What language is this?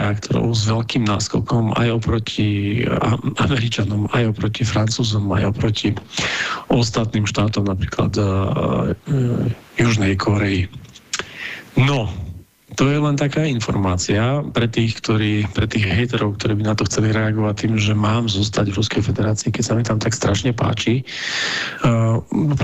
Slovak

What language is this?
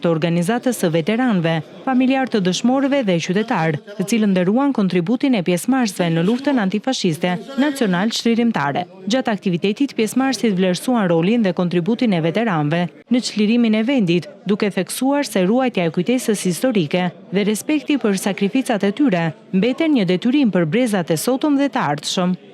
Albanian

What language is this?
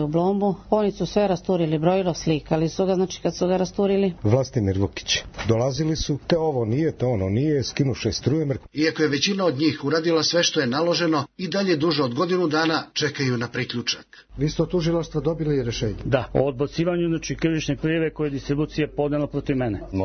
Serbian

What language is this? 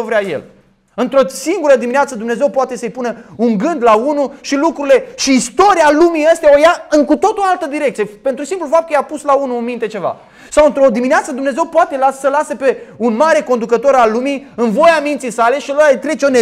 Romanian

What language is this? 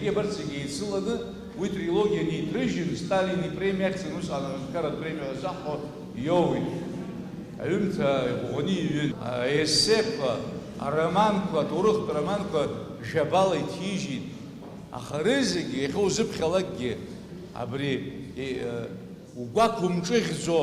Abkhazian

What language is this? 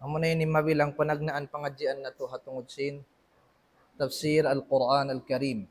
Tausug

